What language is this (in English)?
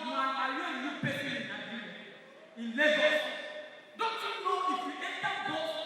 Nigerian Pidgin